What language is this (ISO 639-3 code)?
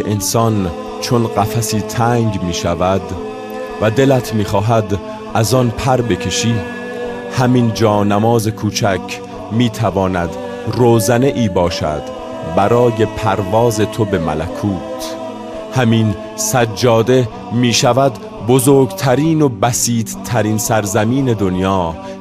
fas